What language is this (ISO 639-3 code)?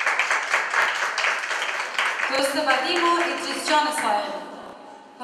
fas